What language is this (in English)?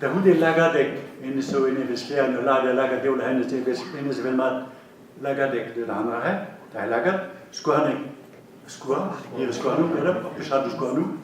Breton